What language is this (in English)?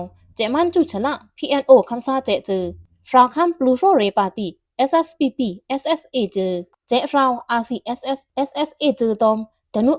Pa'o Karen